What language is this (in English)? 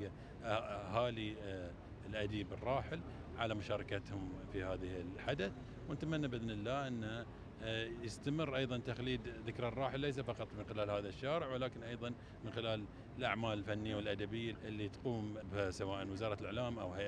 Gulf Arabic